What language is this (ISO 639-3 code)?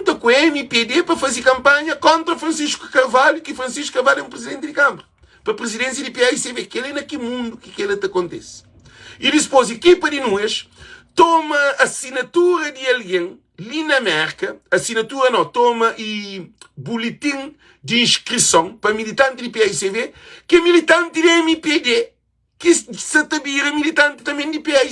kea